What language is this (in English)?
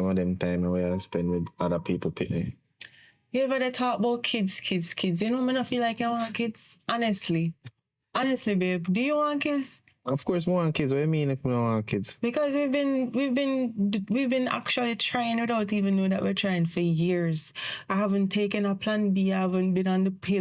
Jamaican Creole English